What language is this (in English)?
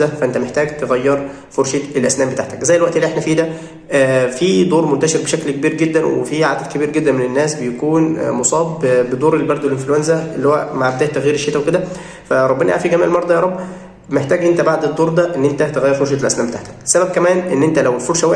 Egyptian Arabic